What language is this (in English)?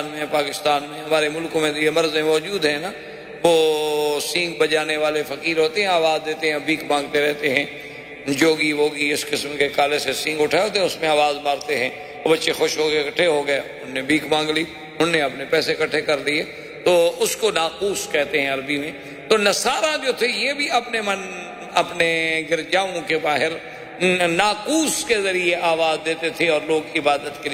Urdu